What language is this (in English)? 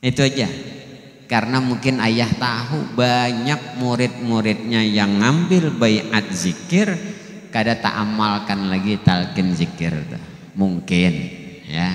Banjar